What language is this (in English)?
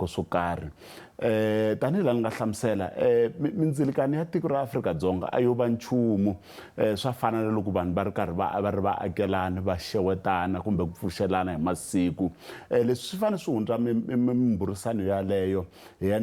Tsonga